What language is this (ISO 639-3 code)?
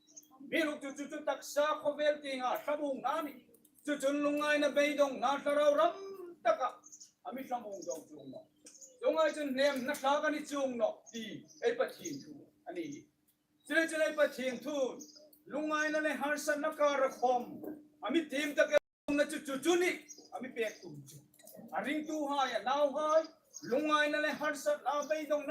hmr